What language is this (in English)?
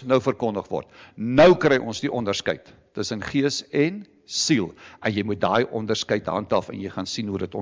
Afrikaans